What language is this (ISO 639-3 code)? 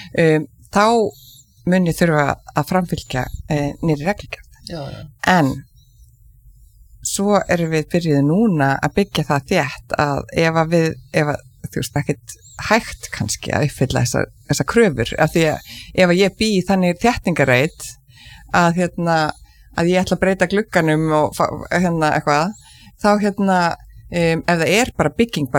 isl